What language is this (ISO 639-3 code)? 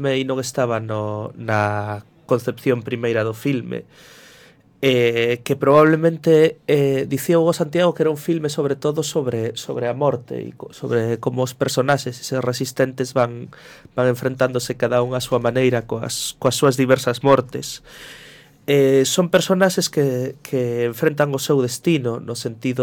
glg